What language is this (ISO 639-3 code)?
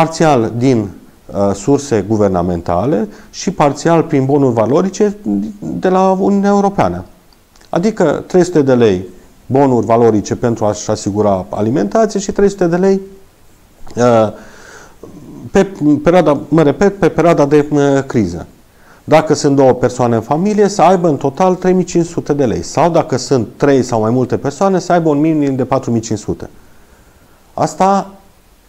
ron